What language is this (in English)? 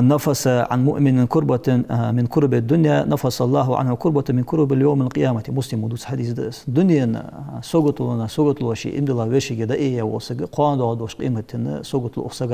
Ingush